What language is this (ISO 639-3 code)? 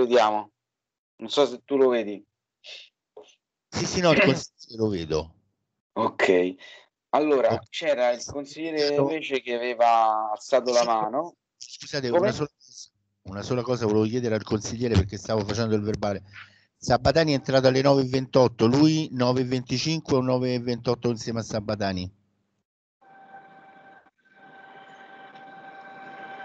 ita